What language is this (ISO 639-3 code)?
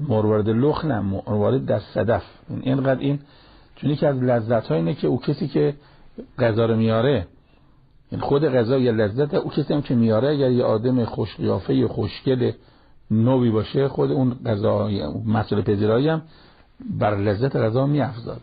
fas